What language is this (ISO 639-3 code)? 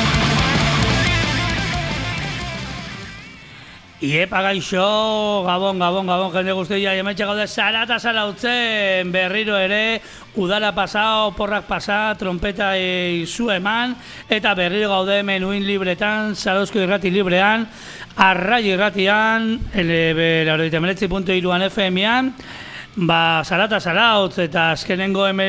eus